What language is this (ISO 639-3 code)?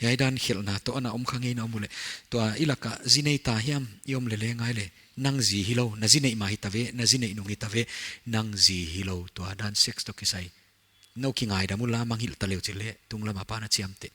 pck